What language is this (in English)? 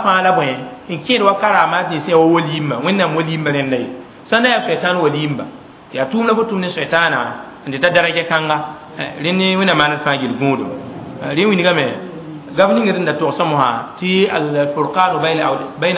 Mossi